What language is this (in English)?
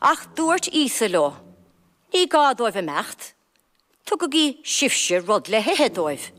Irish